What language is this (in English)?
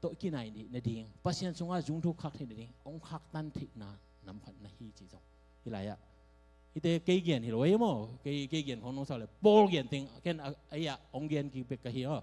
Tedim Chin